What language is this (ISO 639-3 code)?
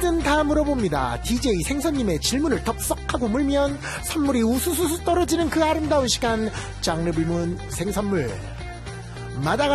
kor